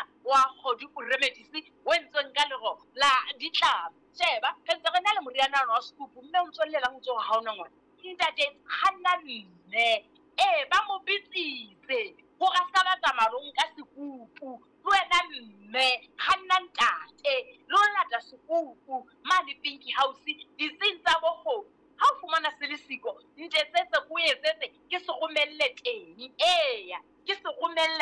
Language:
Southern Sotho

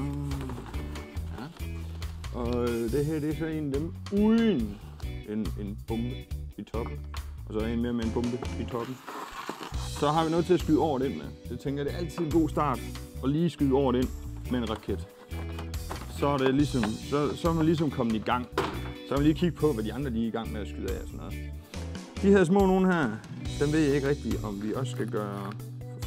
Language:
Danish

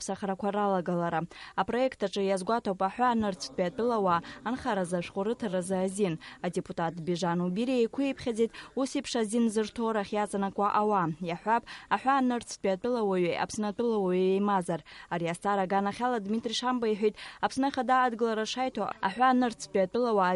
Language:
Abkhazian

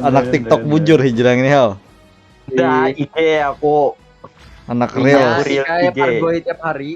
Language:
Banjar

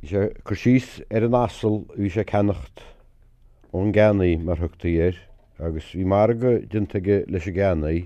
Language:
Irish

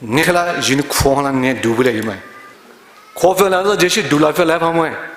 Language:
Poumei Naga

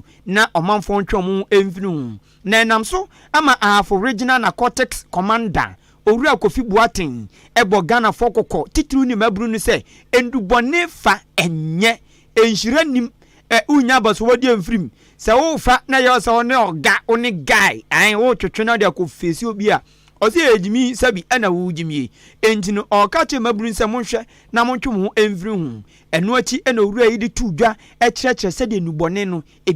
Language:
Akan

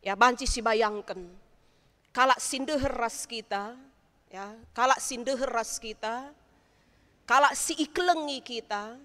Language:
Batak Karo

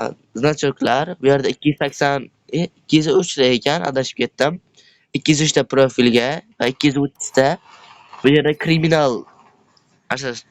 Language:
Uzbek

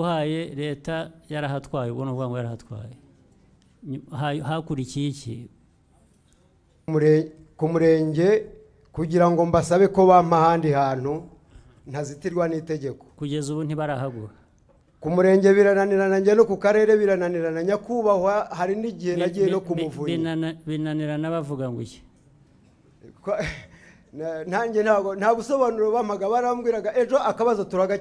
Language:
Kinyarwanda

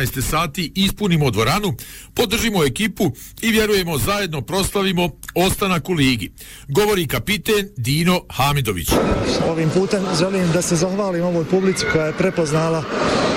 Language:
Bosnian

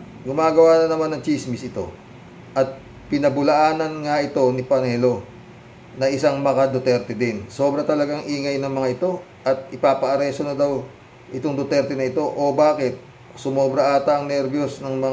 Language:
Filipino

